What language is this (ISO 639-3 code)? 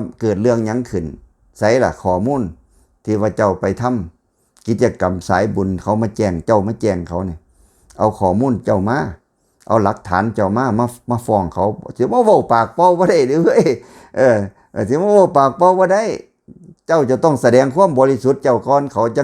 tts